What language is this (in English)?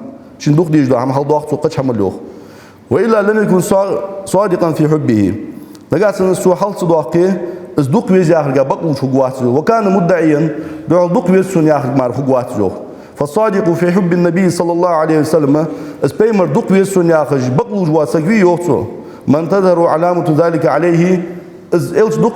Ingush